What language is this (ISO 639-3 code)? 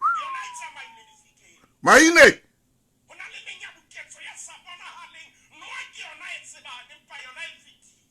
sot